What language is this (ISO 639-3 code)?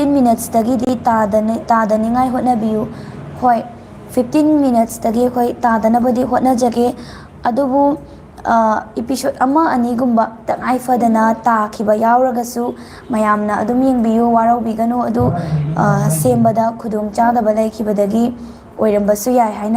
mni